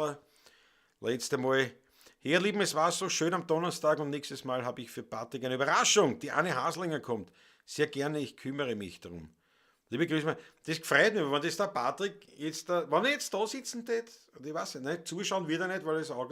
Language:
Bavarian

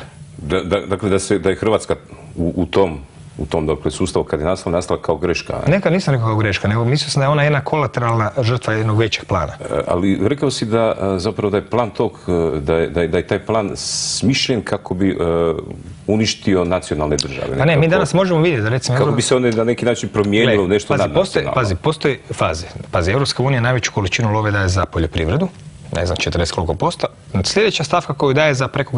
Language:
Croatian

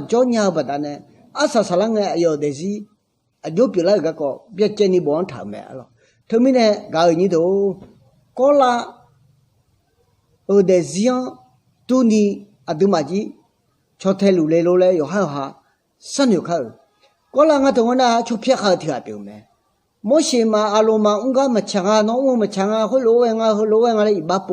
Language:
Akha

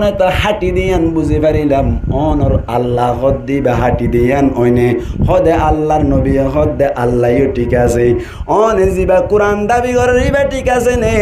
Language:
Rohingya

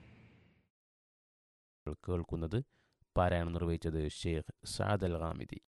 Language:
Malayalam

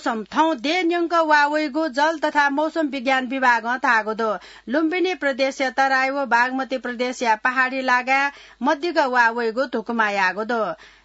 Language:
Newari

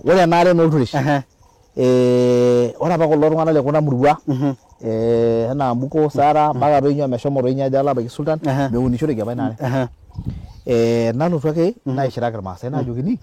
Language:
Masai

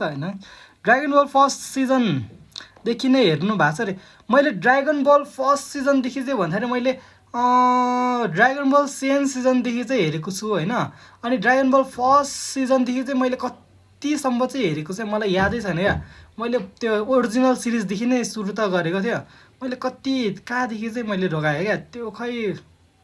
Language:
Nepali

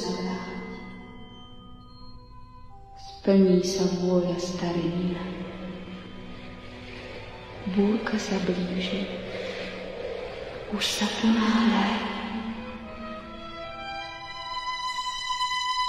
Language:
Slovak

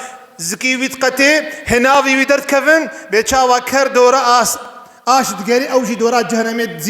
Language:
Kurdish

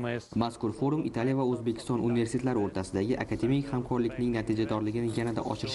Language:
Uzbek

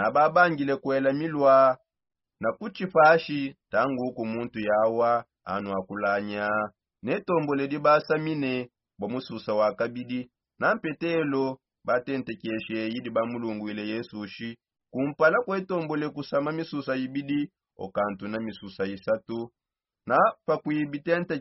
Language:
Songe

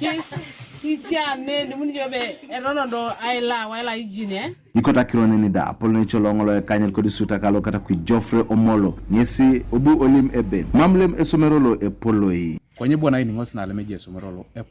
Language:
Teso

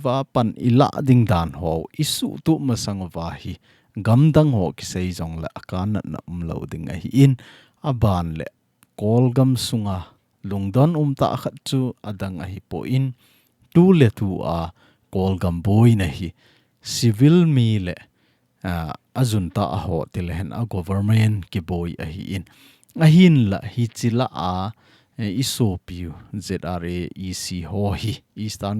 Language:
Thado Chin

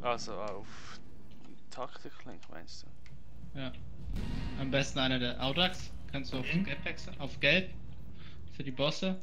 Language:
Swiss German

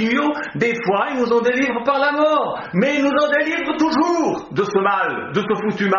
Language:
French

